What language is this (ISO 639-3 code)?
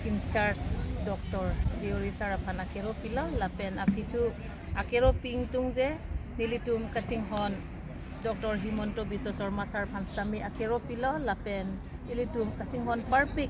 mjw